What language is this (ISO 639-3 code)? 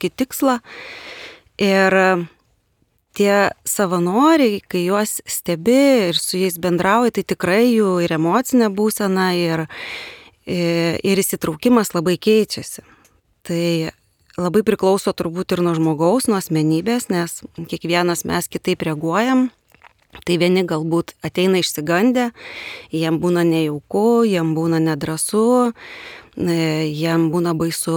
lit